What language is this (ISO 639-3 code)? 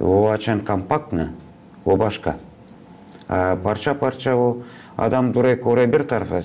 gag